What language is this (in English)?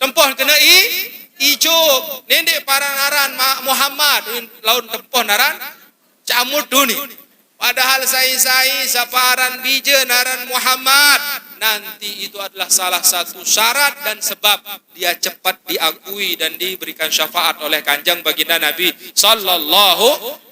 Sasak